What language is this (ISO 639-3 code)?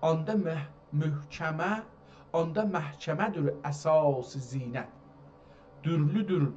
azb